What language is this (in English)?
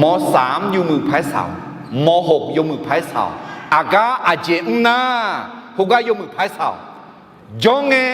Akha